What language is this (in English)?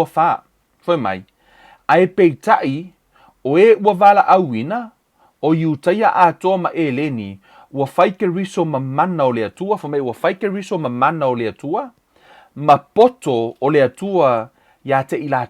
Samoan